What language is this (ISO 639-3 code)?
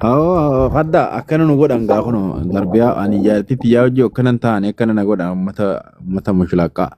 orm